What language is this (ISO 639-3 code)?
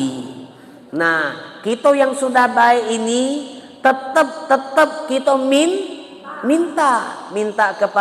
mui